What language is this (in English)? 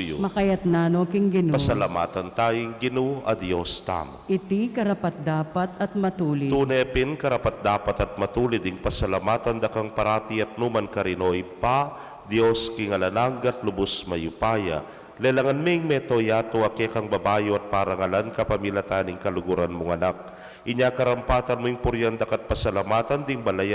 Pampanga